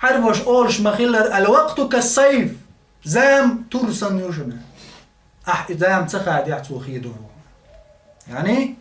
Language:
Chechen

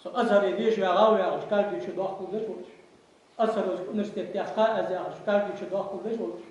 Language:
Ingush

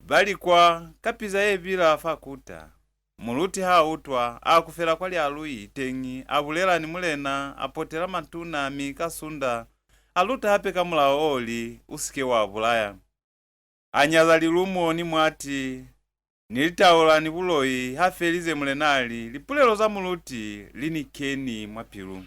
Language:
Lozi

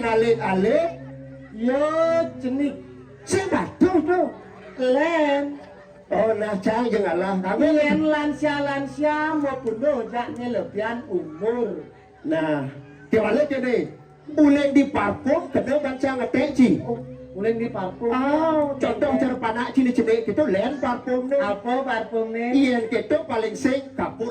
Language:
Balinese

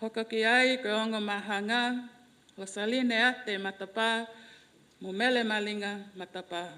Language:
Tongan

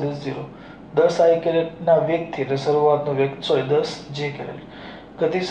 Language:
Gujarati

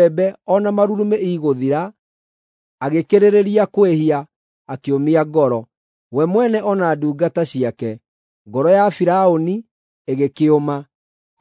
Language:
Kikuyu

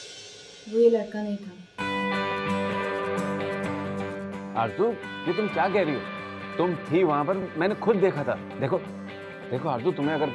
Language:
Hindi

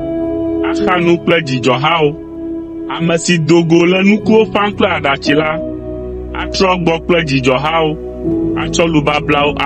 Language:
Ewe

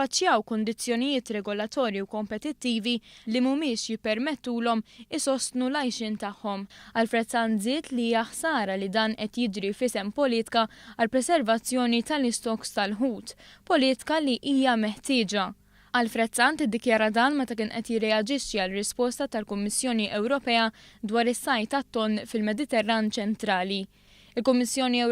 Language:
Maltese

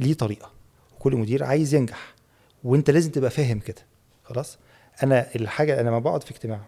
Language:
Egyptian Arabic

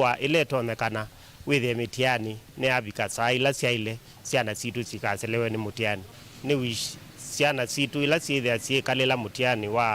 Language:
Kamba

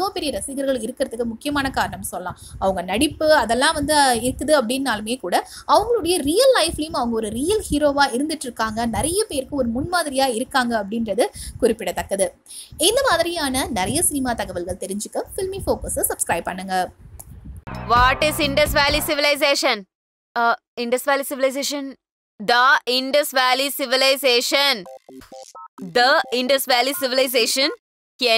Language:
Tamil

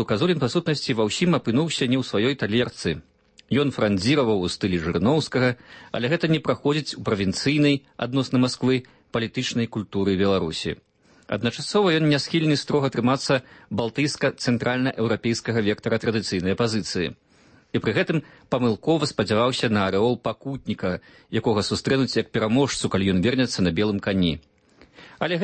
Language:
Belarusian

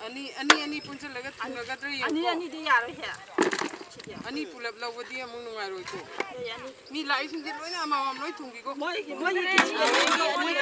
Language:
Manipuri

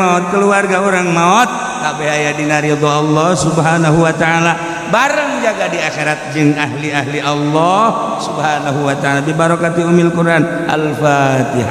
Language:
Sundanese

